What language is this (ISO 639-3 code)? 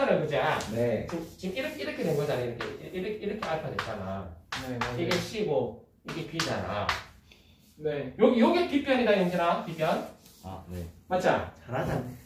kor